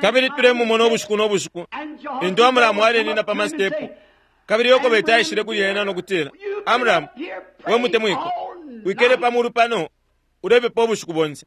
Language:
Bemba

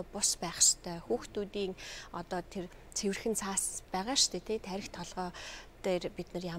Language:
Mongolian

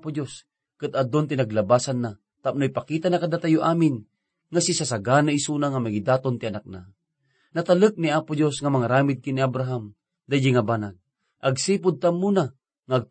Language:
Iloko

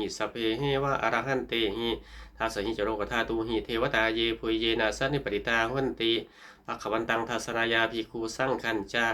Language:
Pali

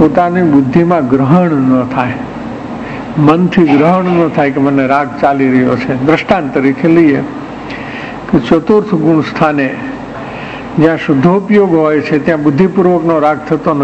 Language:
Gujarati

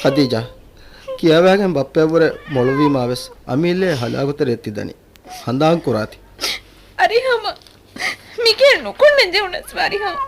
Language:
Divehi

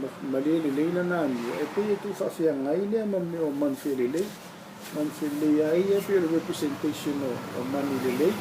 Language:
Samoan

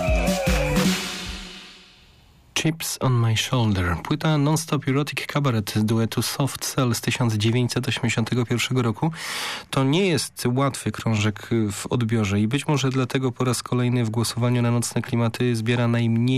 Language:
Polish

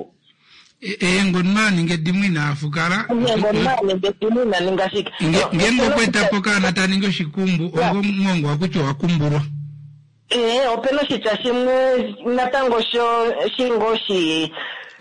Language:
Kuanyama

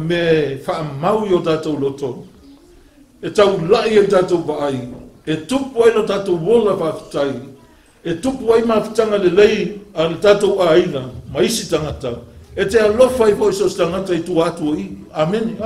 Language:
Samoan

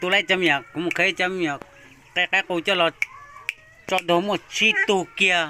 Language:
Hmong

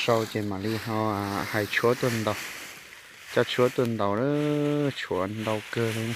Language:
Hmong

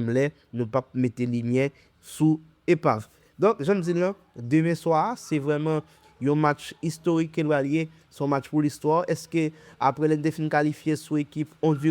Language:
Haitian Creole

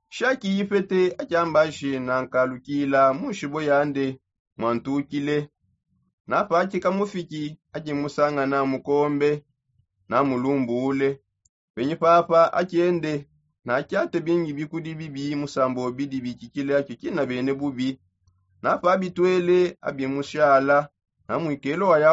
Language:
Songe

